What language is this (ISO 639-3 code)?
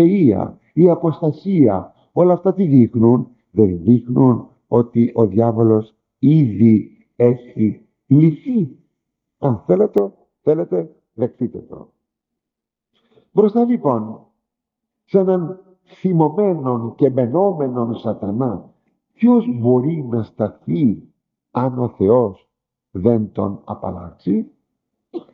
ell